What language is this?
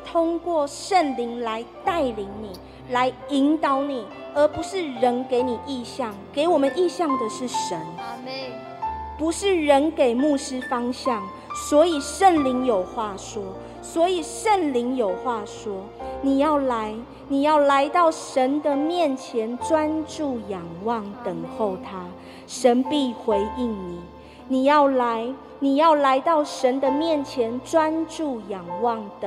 Chinese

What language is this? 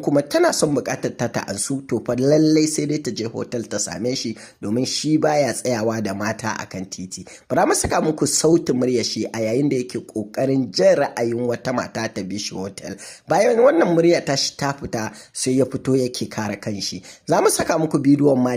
Hausa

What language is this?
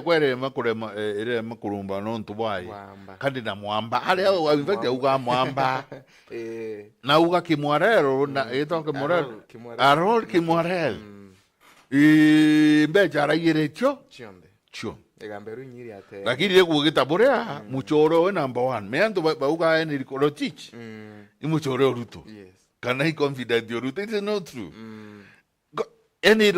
Meru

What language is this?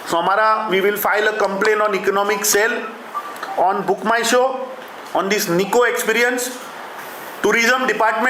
Konkani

